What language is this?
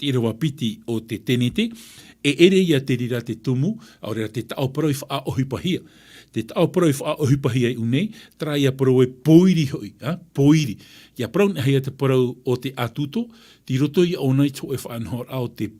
Tahitian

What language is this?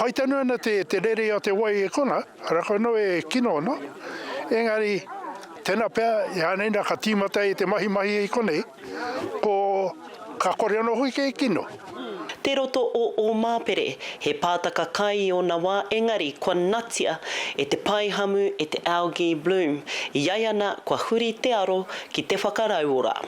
Māori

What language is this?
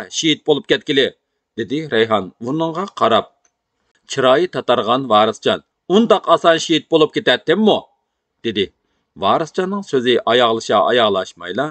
Uyghur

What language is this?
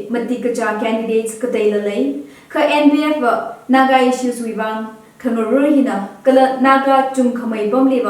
Tangkhul Naga (India)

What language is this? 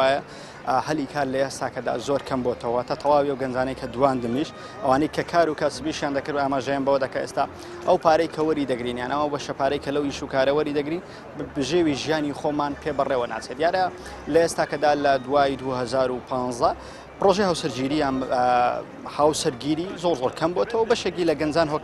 Central Kurdish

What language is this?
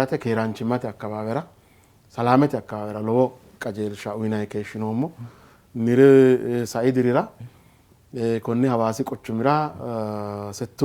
Sidamo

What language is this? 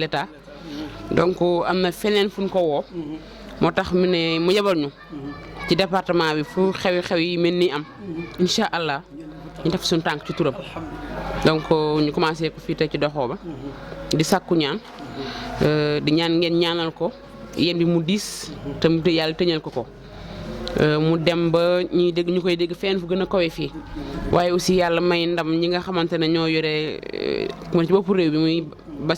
Wolof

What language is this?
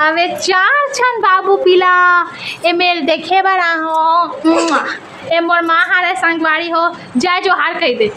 Chhattisgarhi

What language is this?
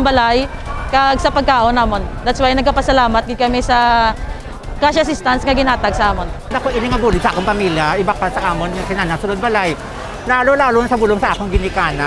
Hiligaynon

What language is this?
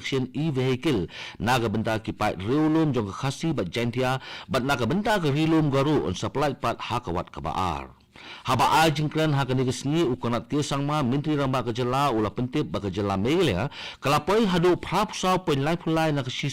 Khasi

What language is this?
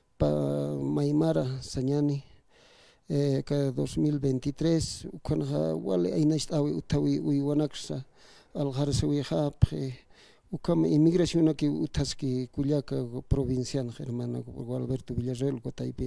Aymara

